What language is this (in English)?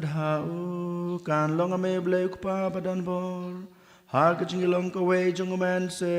Khasi